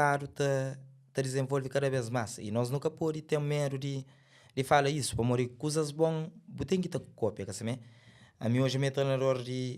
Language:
Kabuverdianu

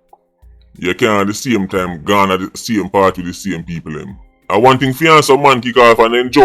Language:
Jamaican Creole English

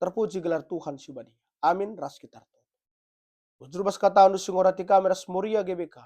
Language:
Batak Karo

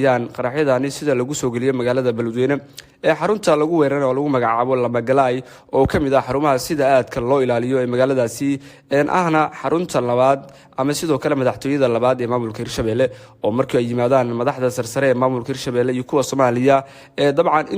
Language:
Somali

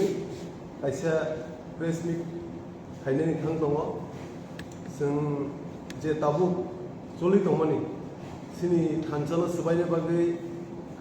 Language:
Kok Borok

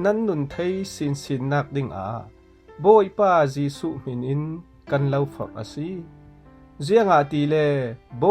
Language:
Falam Chin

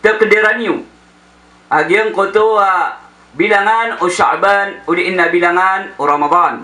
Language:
Maranao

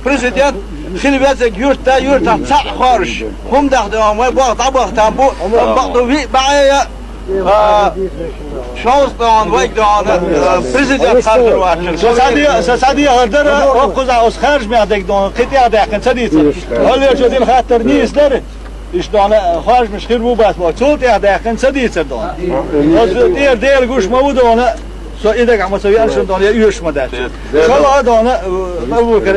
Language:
Chechen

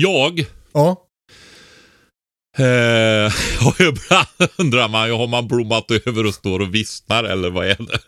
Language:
Swedish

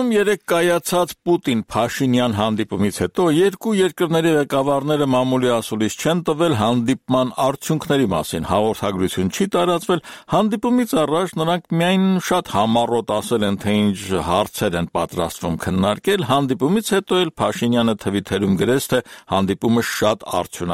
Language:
Armenian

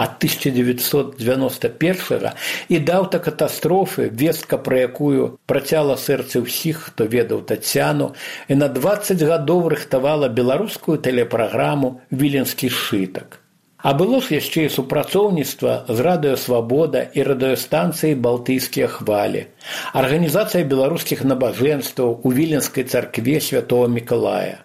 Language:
Belarusian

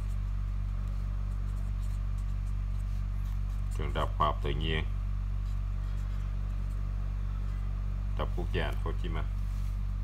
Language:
Vietnamese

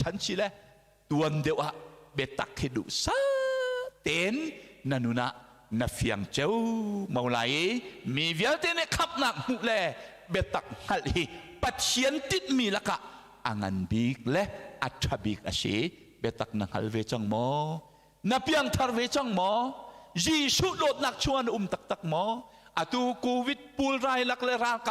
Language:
Hakha Chin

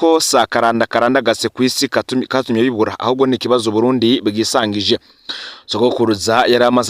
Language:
Rundi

